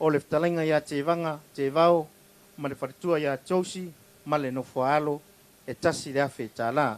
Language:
Samoan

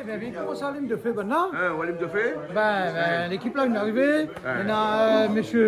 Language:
Réunion Creole French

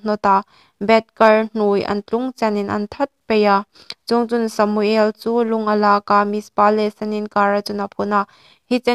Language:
Hmar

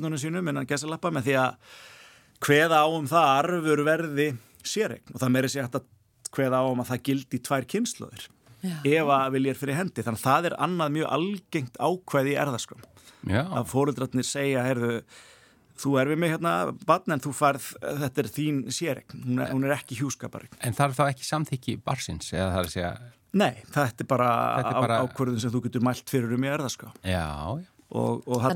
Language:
Icelandic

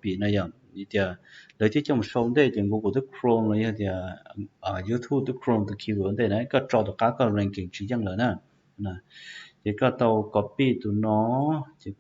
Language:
Hmong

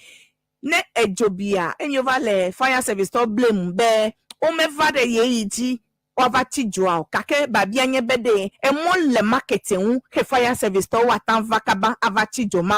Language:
Ewe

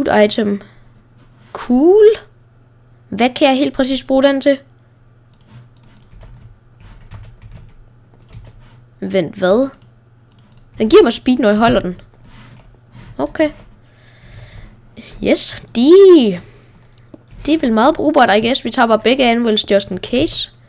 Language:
Danish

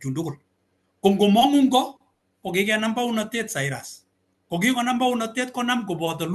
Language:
Kalenjin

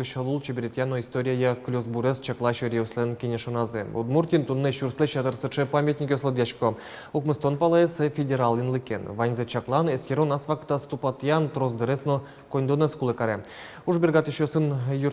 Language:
Udmurt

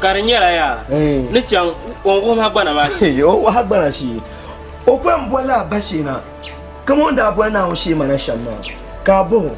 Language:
Dagbani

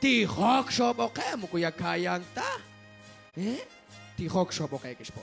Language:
Kekchí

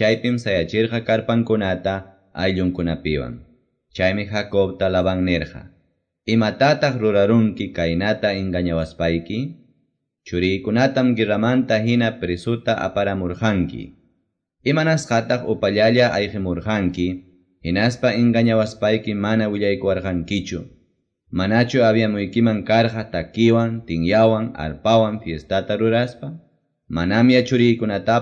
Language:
Quechua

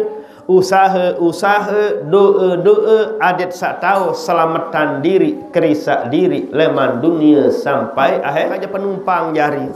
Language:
Sasak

